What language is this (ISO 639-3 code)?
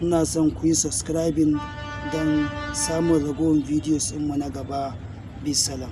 hau